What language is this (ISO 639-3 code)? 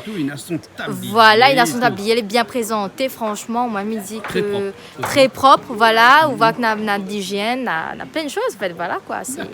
rcf